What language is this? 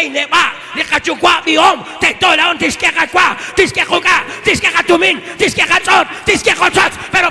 Kekchí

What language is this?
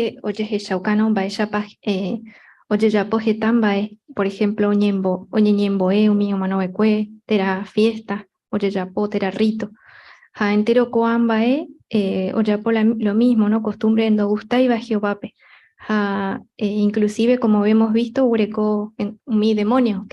Guarani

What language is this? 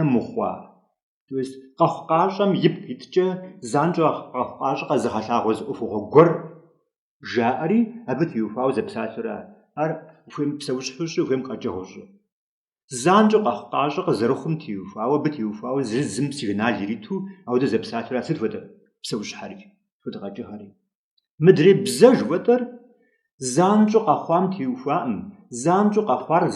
Kabardian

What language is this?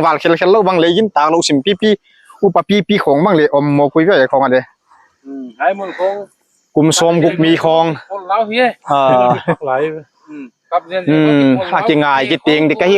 Paite Chin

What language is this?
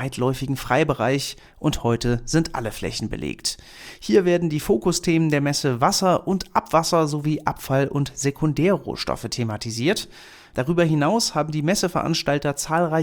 German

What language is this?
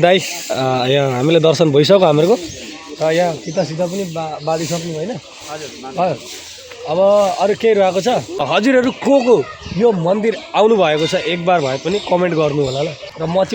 Nepali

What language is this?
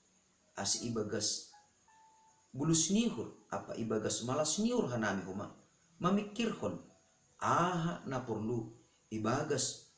Batak Simalungun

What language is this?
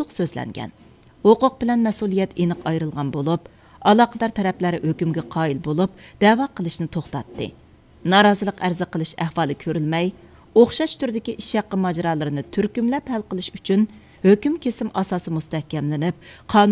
Uyghur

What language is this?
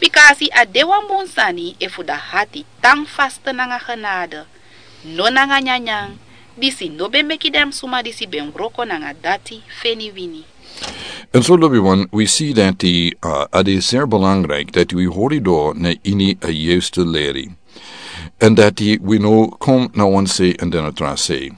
Sranan Tongo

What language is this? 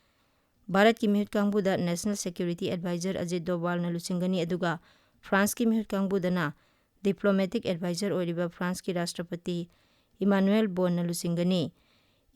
Manipuri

